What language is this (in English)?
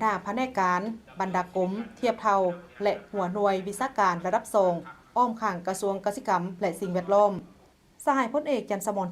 Lao